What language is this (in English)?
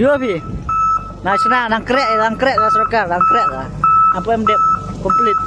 Khasi